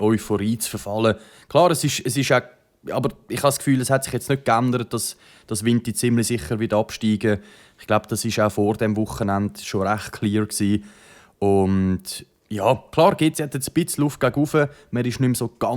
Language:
Swiss German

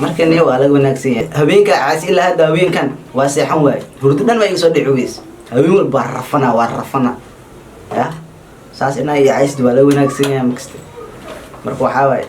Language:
Somali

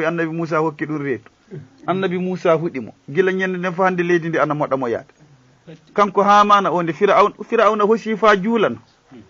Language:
Fula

